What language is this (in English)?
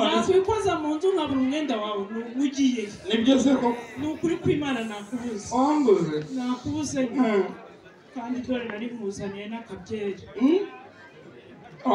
Kinyarwanda